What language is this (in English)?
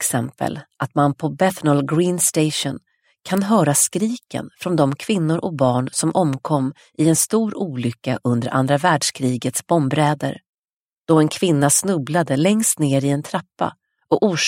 Swedish